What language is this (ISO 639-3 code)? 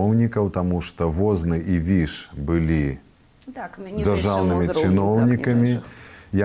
bel